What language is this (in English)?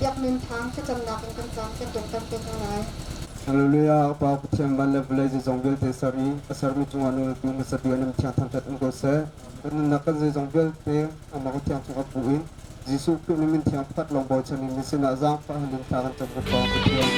Hakha Chin